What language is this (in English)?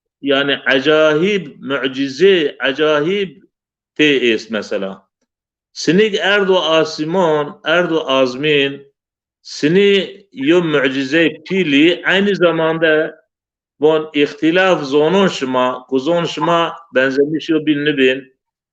Zaza